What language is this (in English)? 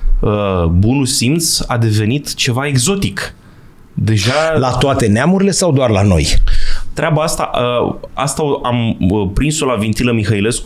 Romanian